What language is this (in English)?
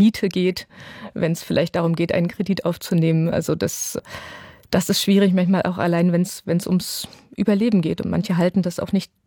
German